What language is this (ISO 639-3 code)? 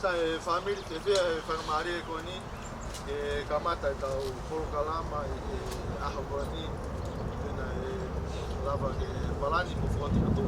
ton